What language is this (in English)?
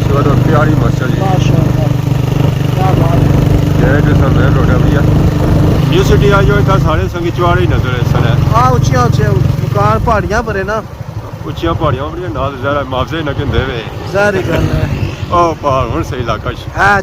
Pahari-Potwari